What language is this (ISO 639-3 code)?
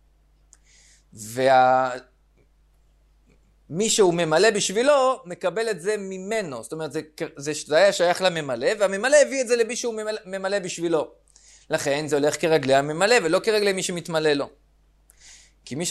heb